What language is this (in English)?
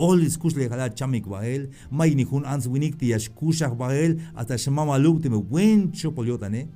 Tzeltal